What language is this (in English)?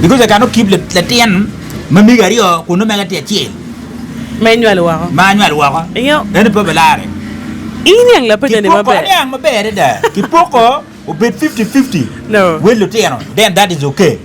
Acoli